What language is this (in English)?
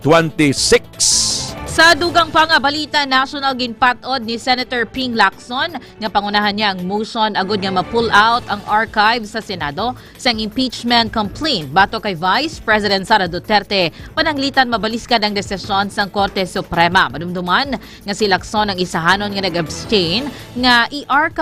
Hiligaynon